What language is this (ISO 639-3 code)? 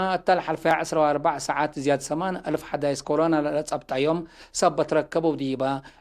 tig